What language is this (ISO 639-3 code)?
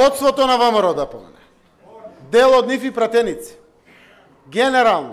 mkd